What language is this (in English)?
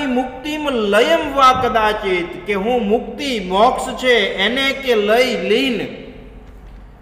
Gujarati